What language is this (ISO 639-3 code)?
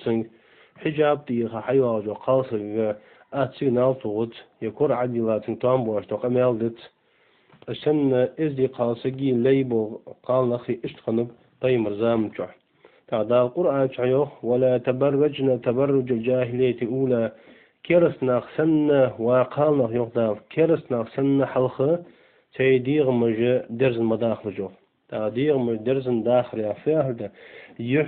inh